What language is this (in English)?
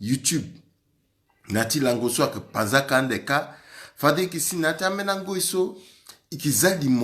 Sango